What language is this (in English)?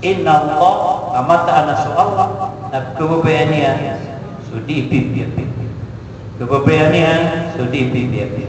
Maranao